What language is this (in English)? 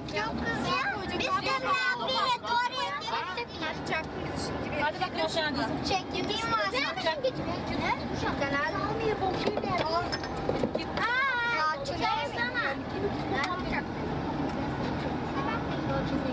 Turkish